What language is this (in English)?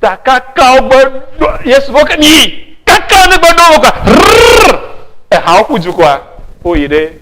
Ewe